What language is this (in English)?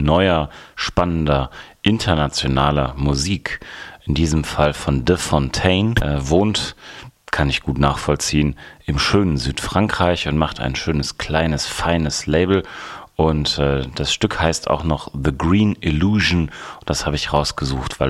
German